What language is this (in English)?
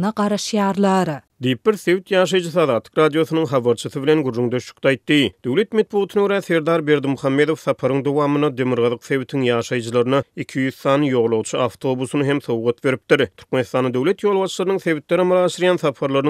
Turkmen